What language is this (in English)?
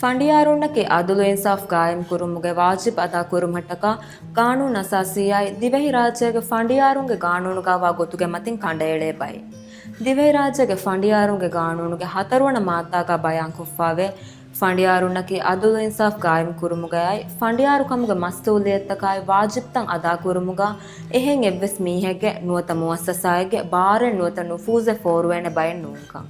Divehi